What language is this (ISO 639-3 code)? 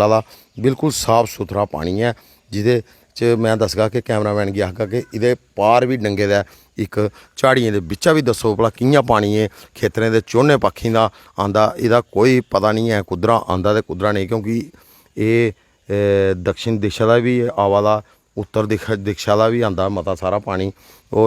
doi